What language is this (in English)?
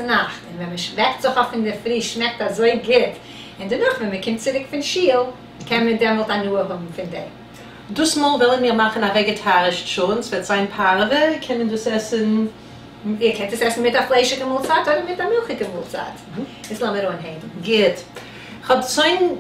Yiddish